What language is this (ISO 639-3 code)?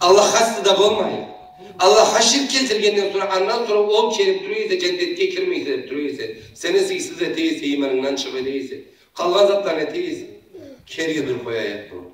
krc